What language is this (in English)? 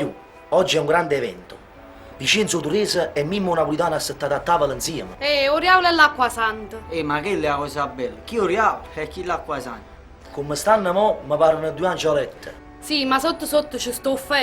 Neapolitan